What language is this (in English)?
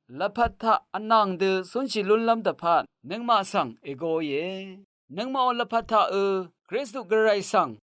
Rawang